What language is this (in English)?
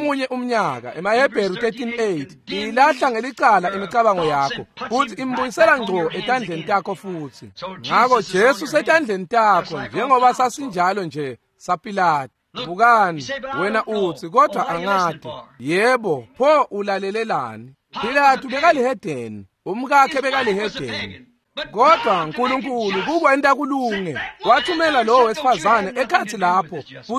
Swati